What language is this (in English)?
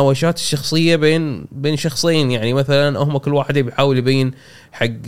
Gulf Arabic